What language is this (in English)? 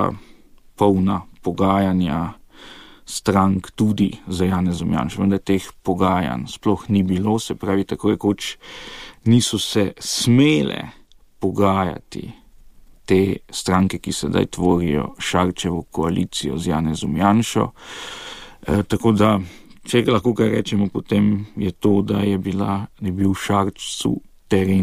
Slovenian